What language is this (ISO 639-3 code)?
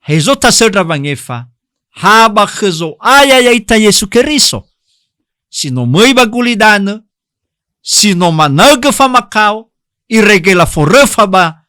nia